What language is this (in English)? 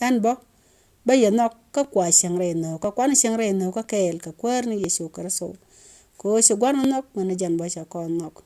Nuer